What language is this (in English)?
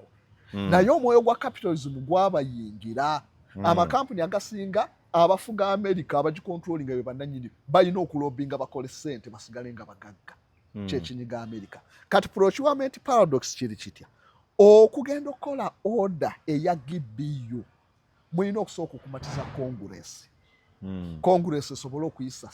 Ganda